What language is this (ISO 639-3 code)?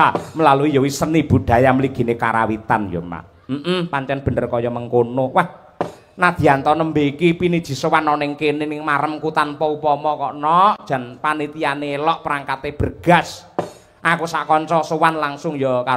jav